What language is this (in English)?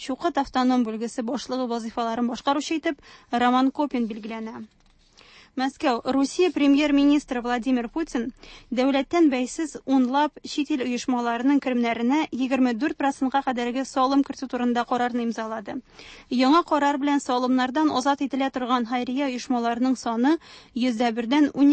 Tatar